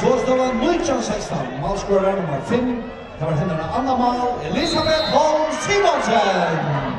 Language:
Faroese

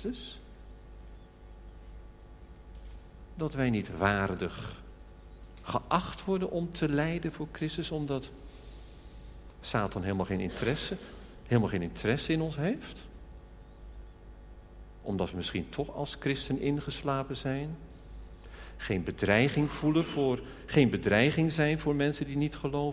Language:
Dutch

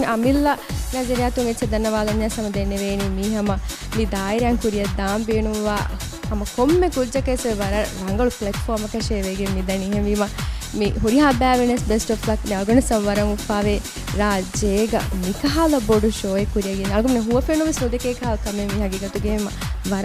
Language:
Divehi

